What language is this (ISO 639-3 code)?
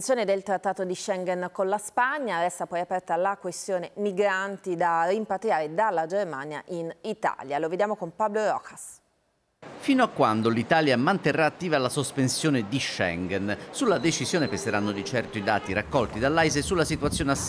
ita